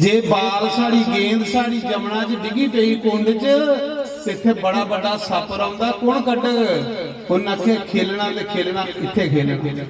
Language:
Dogri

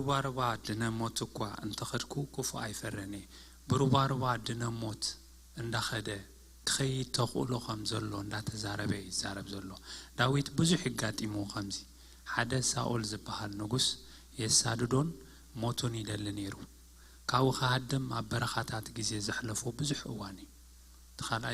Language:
Tigrinya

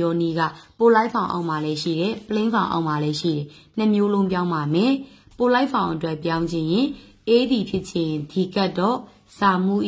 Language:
Burmese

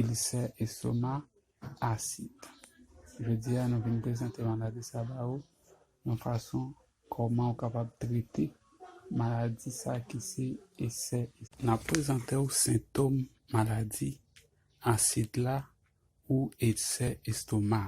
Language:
Haitian Creole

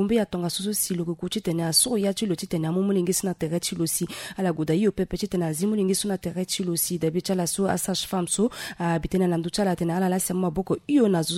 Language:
Sango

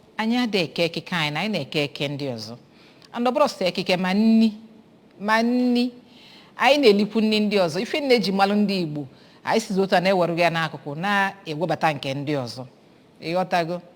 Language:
Igbo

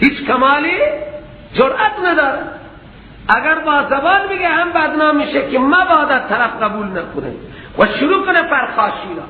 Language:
Persian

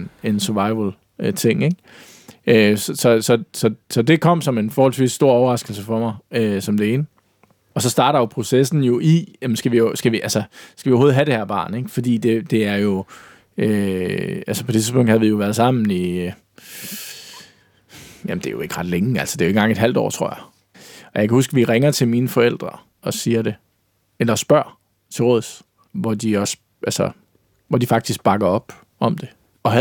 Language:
Danish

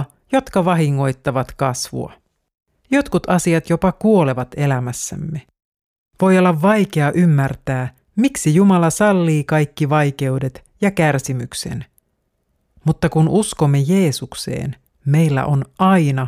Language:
Finnish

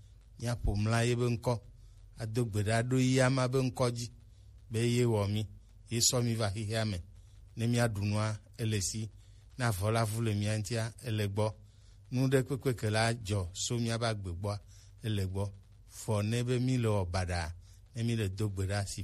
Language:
Gen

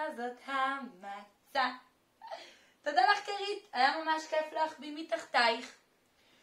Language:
Hebrew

